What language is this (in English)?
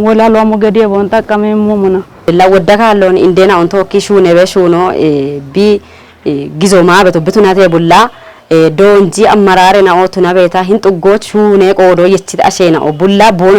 Kafa